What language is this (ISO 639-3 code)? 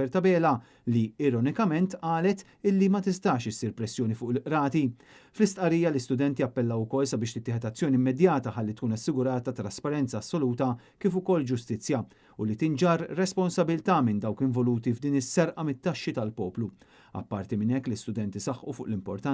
mlt